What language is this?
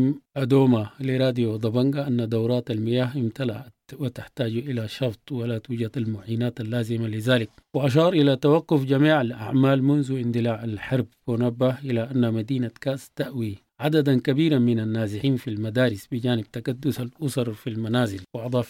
Sudanese Arabic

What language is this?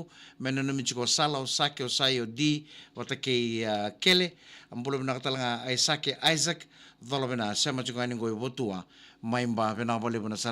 Fijian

